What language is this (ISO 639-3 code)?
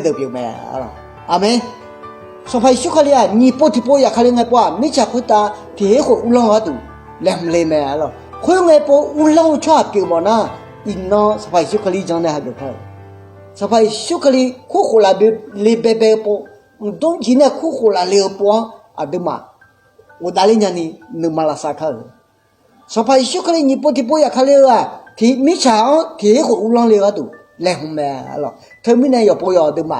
ahk